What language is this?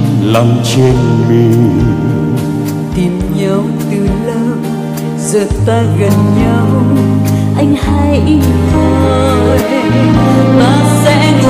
Vietnamese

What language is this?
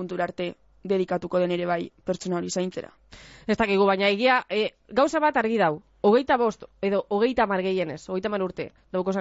Basque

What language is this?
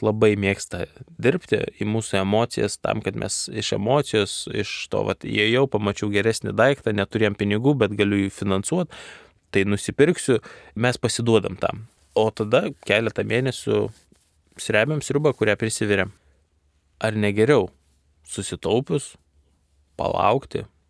Lithuanian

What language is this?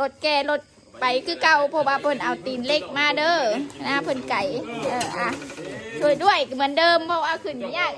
Lao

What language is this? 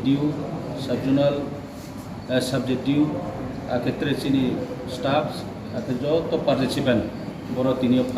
Riang (India)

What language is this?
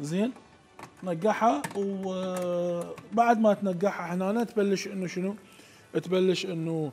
Mesopotamian Arabic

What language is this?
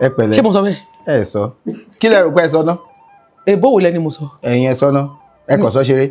Yoruba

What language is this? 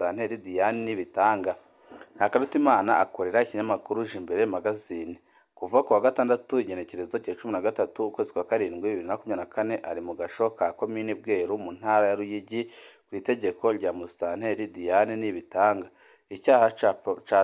Rundi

